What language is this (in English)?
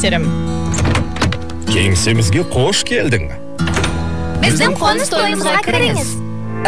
Kazakh